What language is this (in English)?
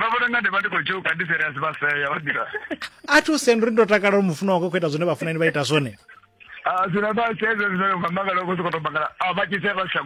Venda